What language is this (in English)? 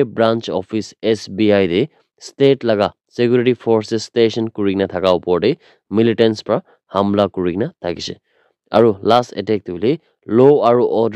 Naga Pidgin